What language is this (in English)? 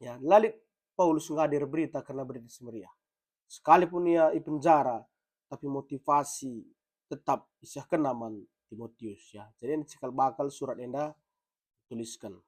Batak Karo